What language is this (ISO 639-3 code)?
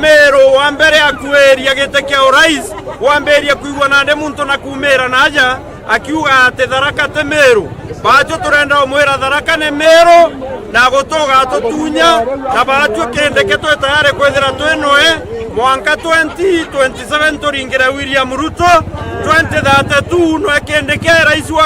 mer